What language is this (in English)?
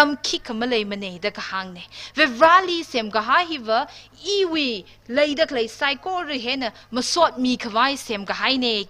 Tangkhul Naga (India)